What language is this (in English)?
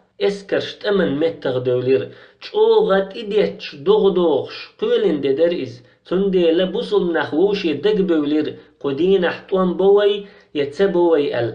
Chechen